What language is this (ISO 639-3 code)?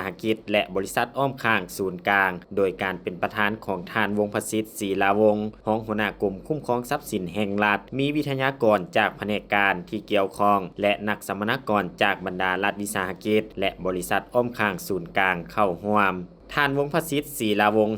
lao